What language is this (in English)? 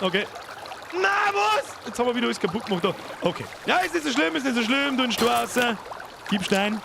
Bavarian